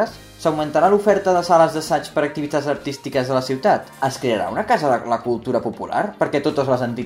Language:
Catalan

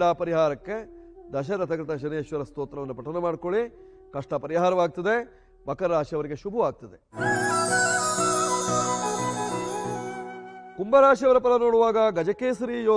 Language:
Kannada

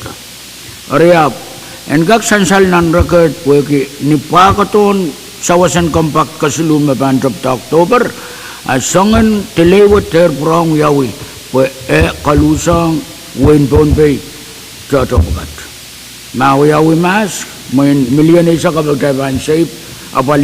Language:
Pohnpeian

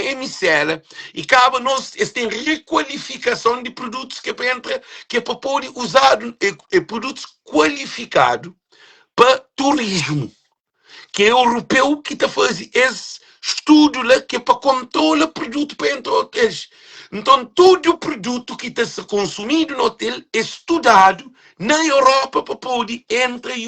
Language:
Kabuverdianu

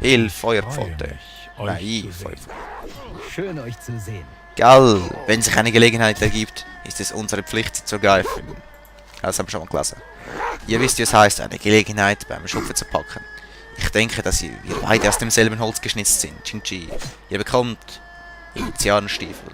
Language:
Swiss German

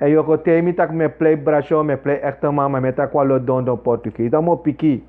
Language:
Sranan Tongo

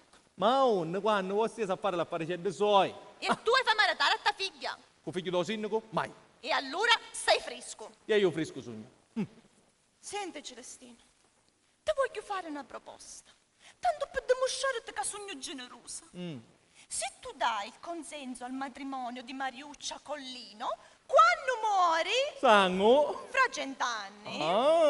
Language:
Sicilian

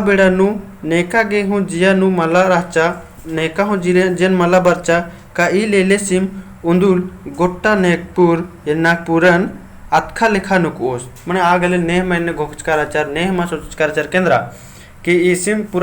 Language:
Kurukh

